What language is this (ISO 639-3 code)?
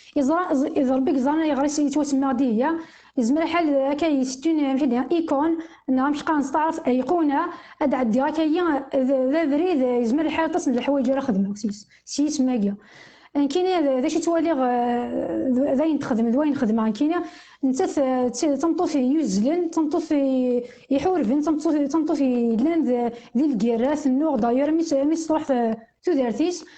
kab